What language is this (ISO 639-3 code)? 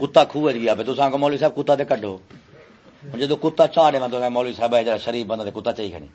skr